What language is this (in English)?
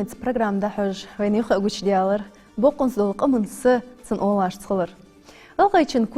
Ingush